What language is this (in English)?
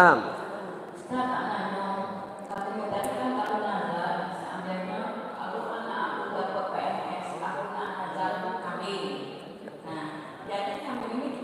Musi